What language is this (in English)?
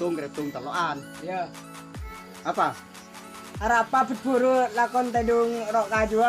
Madurese